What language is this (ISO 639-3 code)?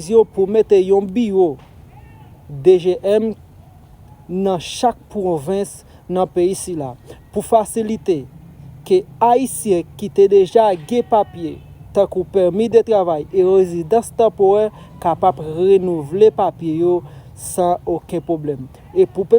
hat